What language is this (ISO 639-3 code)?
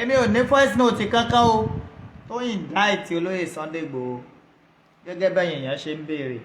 yor